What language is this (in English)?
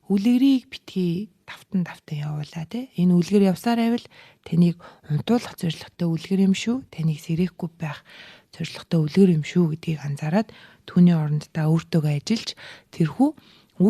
Mongolian